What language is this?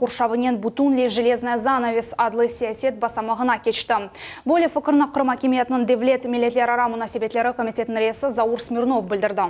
Crimean Tatar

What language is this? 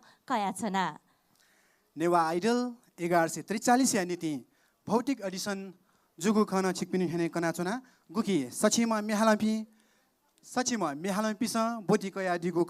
Newari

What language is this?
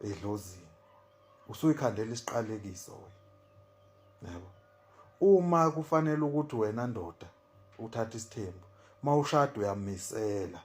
Zulu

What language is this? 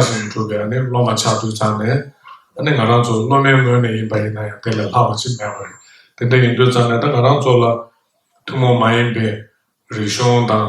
Tibetan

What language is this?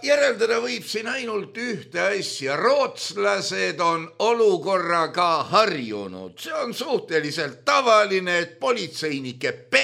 Estonian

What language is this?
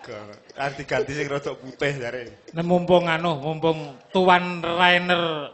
Javanese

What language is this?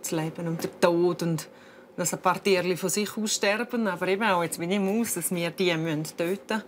Swiss German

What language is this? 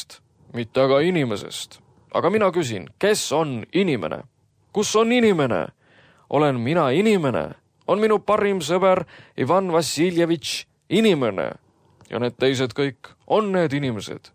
Estonian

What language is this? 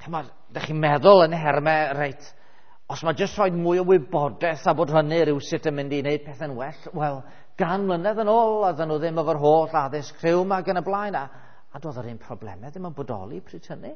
Welsh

